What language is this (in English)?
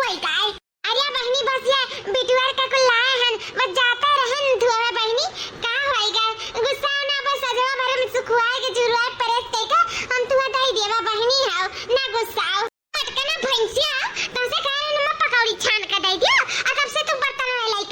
Awadhi